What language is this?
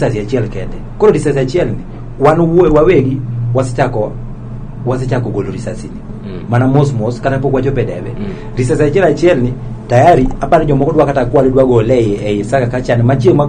Luo (Kenya and Tanzania)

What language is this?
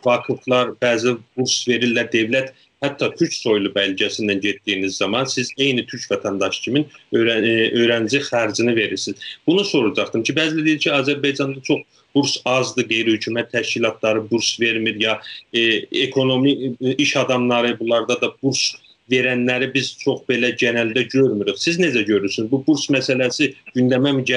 South Azerbaijani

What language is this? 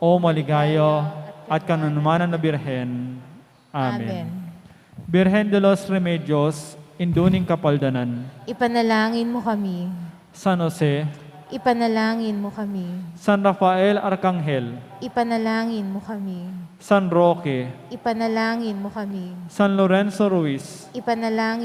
Pampanga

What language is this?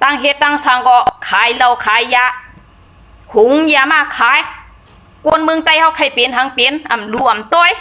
Shan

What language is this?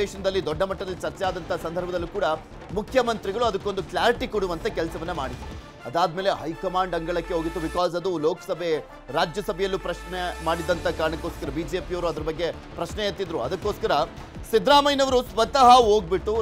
Kannada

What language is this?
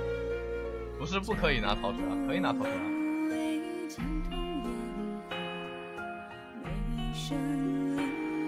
Chinese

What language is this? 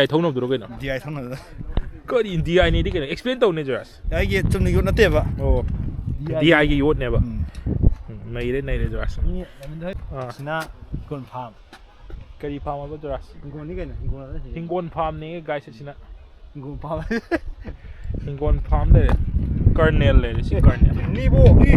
Manipuri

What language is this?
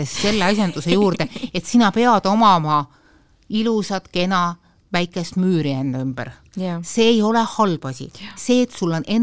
Estonian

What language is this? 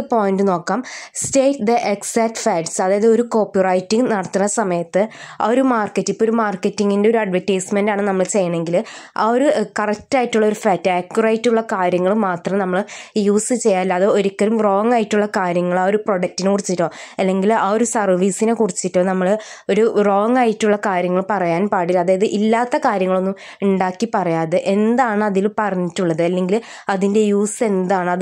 Malayalam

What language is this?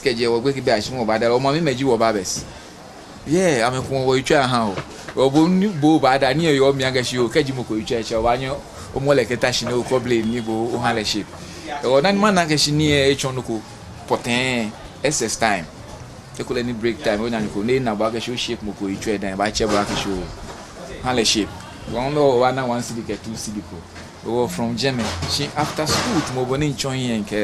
Ga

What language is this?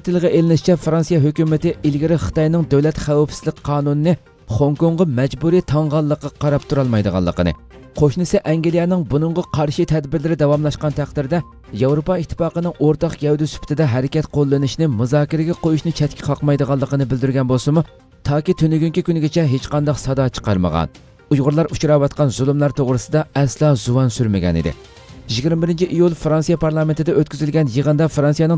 Uyghur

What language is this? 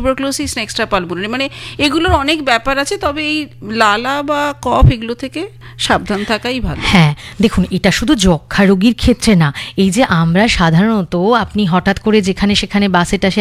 Bangla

